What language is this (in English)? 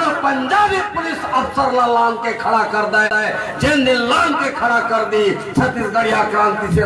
Chhattisgarhi